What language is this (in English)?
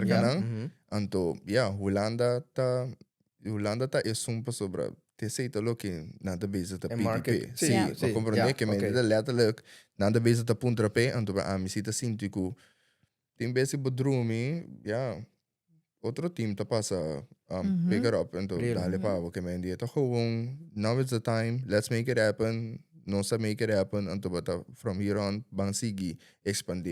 Papiamento